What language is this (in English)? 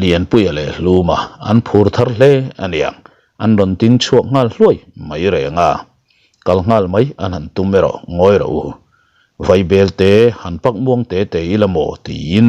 Mizo